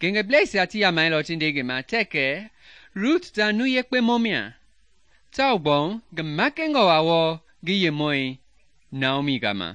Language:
Mende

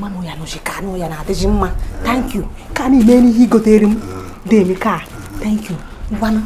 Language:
Igbo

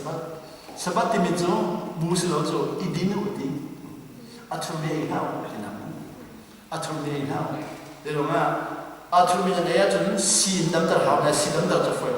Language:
Hakha Chin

